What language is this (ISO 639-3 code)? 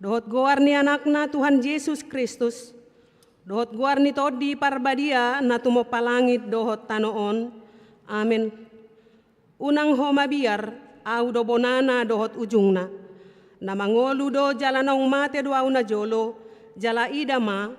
bbc